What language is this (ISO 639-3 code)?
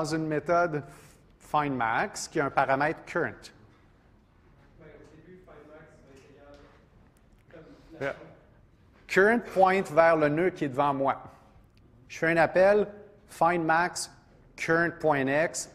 fra